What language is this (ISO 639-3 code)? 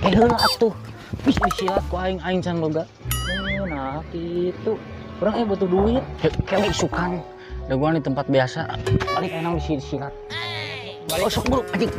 sun